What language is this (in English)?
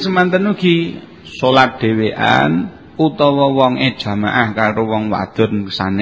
Javanese